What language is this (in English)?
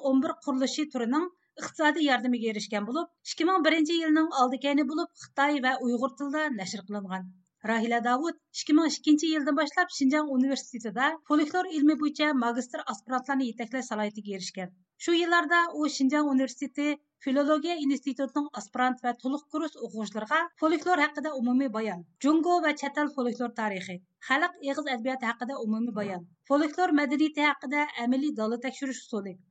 Uyghur